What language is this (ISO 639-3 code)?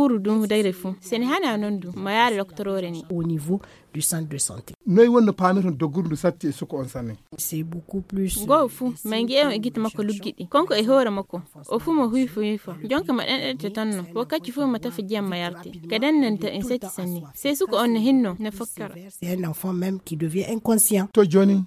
ful